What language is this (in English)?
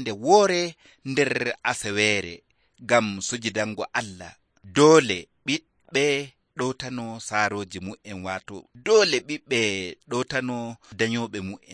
Nigerian Fulfulde